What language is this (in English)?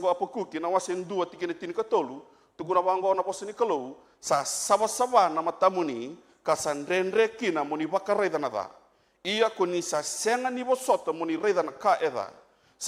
Fijian